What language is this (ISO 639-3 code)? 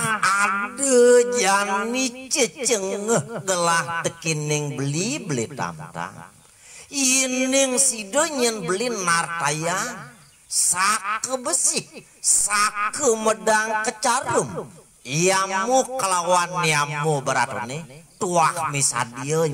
ban